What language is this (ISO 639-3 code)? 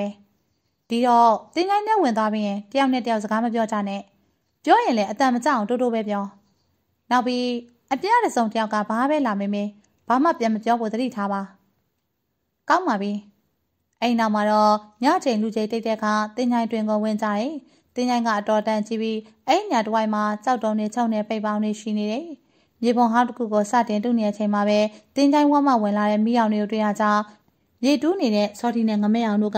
mya